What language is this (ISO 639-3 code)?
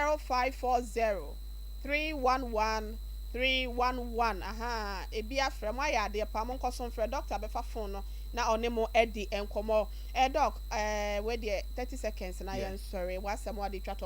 aka